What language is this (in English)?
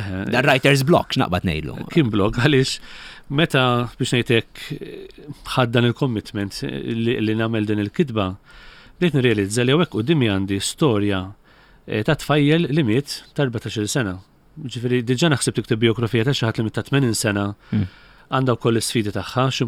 Maltese